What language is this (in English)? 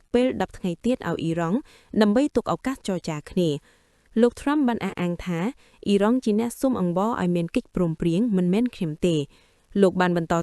Khmer